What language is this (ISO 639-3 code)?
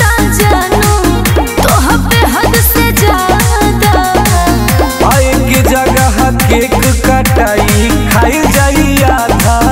bho